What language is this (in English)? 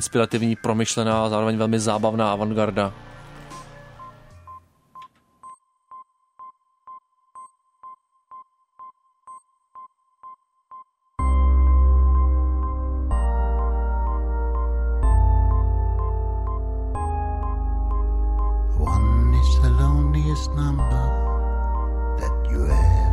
Czech